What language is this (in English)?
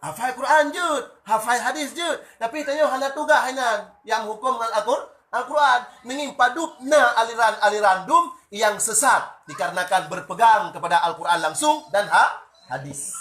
Achinese